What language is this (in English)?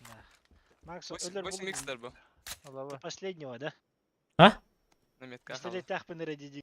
Yakut